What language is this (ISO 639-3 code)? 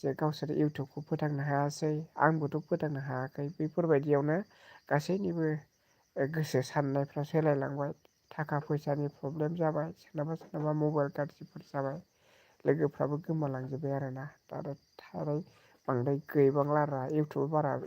brx